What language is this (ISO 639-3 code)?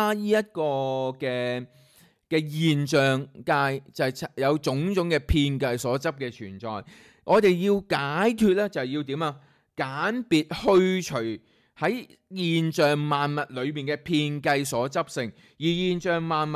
yue